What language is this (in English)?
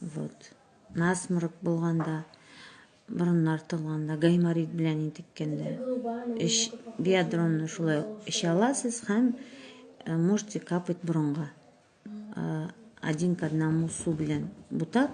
Tatar